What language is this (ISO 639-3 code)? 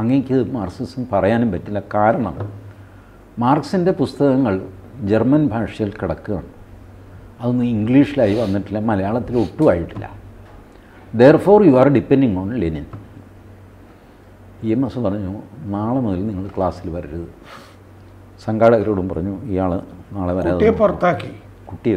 mal